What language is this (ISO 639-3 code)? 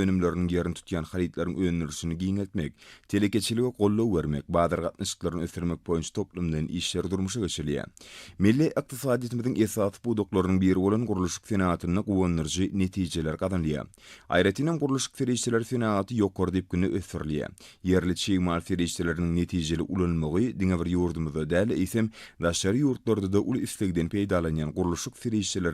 tuk